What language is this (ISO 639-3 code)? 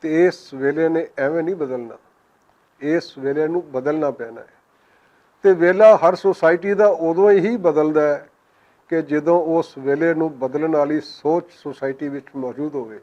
lah